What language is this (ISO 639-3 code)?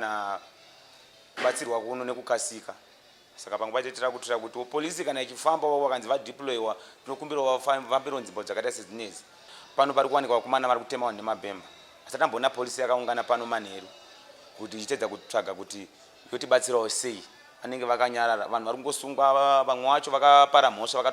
sna